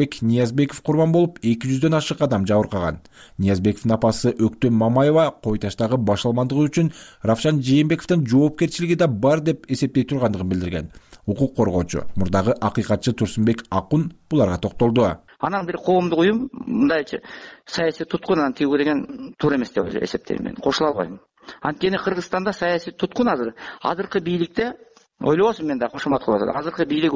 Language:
Kyrgyz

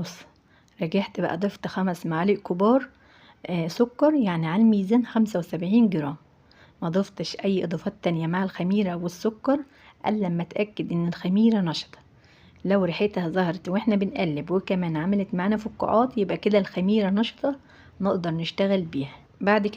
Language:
Egyptian Arabic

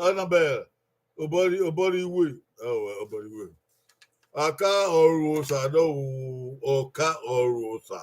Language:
Bini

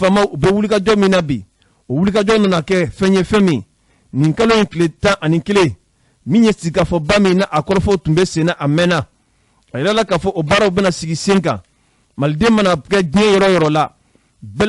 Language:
Bambara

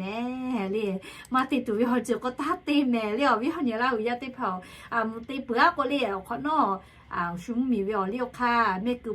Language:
Lahu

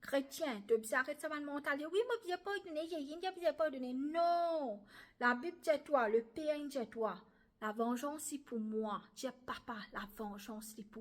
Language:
Morisyen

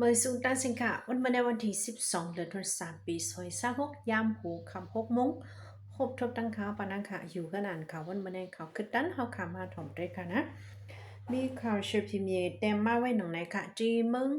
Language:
Shan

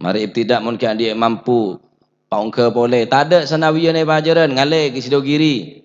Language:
Madurese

